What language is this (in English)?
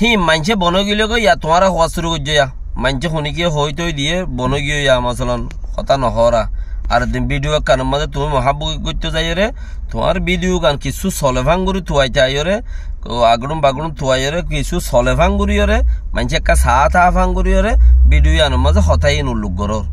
Rohingya